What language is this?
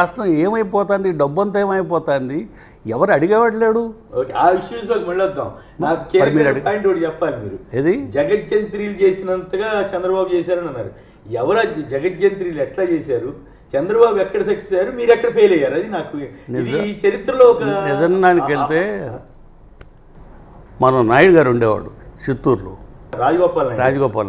Telugu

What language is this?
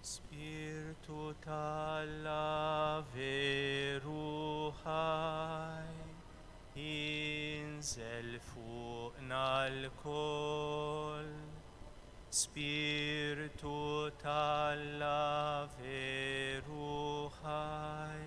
Maltese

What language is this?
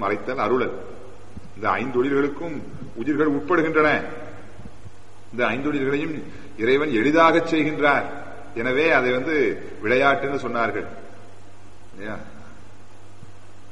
Tamil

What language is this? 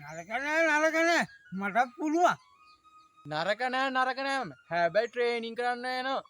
Sinhala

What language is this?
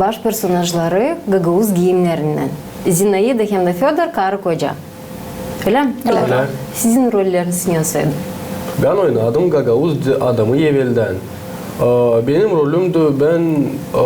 Gagauz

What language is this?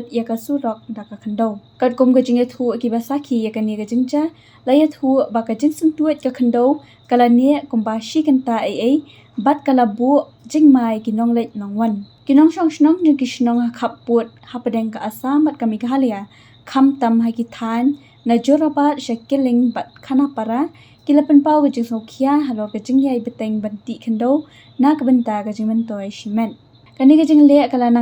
Khasi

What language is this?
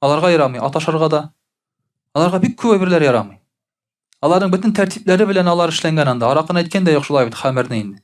Tatar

